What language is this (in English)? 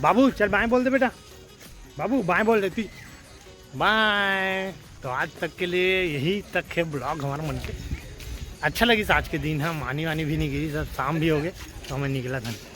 Chhattisgarhi